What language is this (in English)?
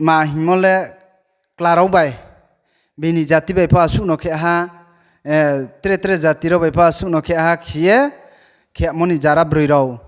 Riang (India)